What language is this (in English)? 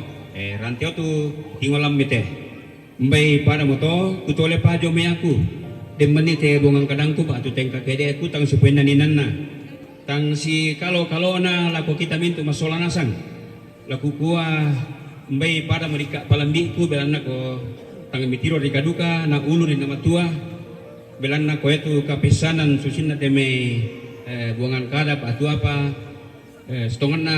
Toraja-Sa'dan